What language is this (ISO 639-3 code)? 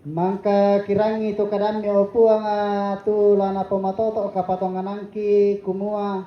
sda